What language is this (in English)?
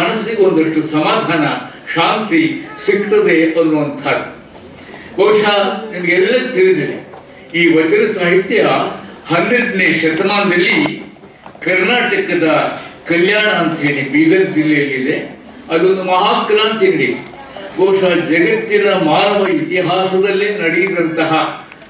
Kannada